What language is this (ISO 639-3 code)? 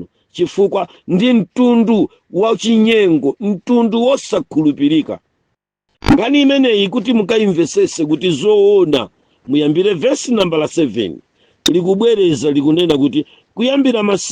nya